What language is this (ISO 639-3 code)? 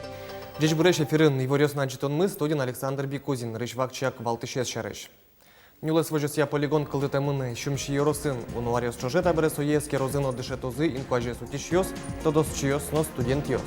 udm